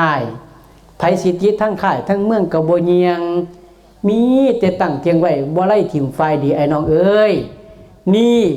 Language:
Northeastern Thai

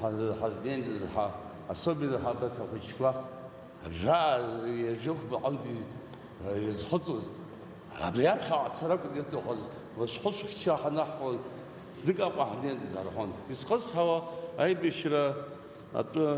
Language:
Abkhazian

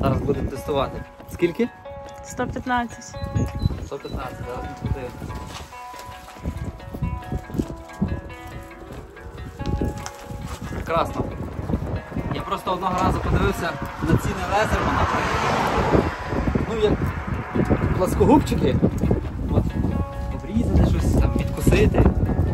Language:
Ukrainian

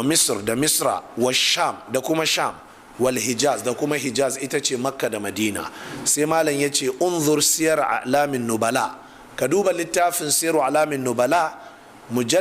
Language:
Hausa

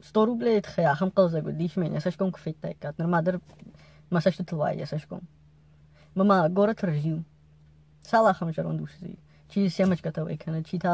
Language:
Ossetic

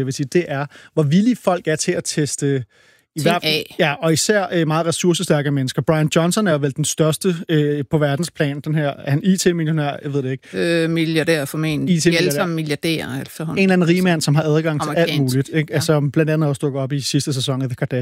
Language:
Danish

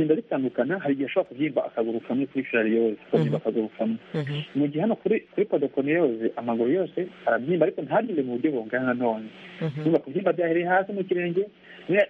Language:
Kinyarwanda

